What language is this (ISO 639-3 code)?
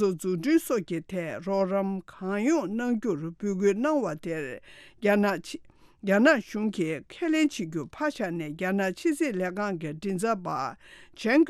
bod